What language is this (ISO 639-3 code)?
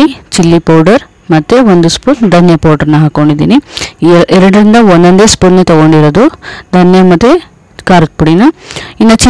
kan